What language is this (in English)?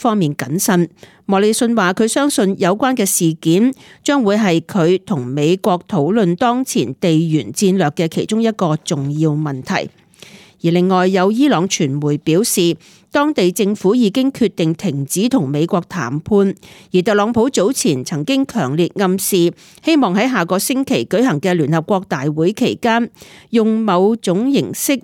Cantonese